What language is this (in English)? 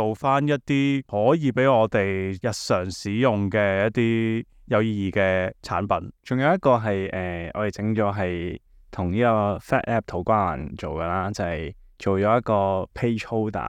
Cantonese